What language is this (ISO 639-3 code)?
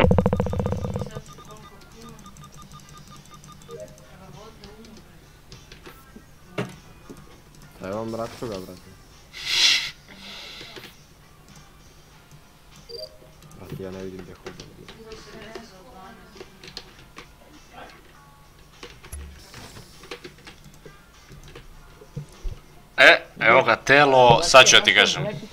hrv